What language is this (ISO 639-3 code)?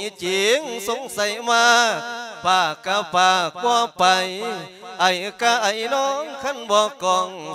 lao